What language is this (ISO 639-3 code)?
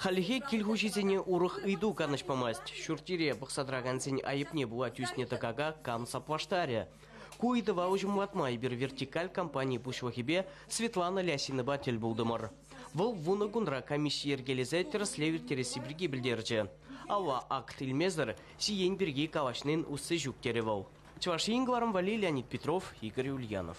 chv